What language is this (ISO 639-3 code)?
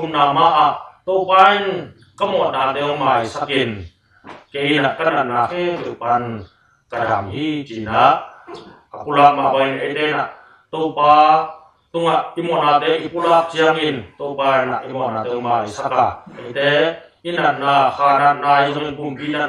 ctd